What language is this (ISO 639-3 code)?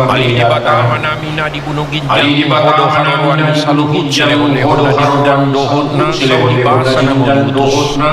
bbc